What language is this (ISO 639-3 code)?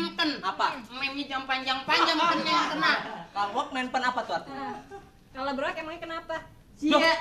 bew